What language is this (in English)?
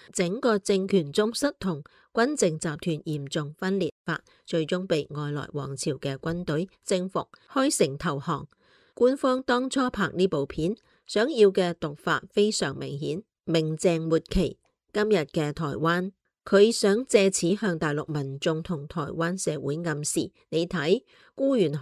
Cantonese